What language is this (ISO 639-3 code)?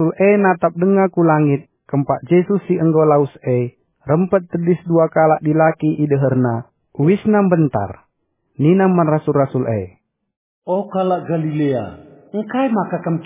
btx